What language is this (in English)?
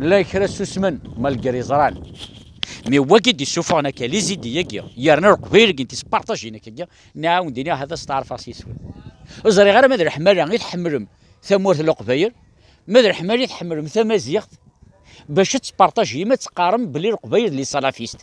Kabyle